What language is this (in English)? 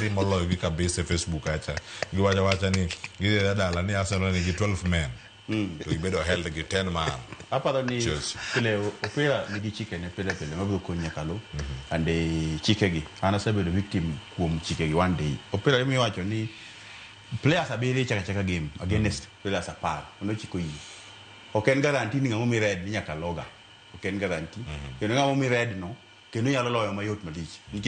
Luo (Kenya and Tanzania)